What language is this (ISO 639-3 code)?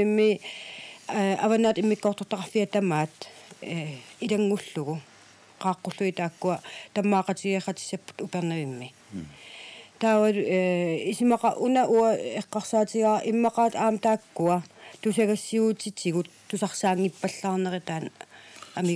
kal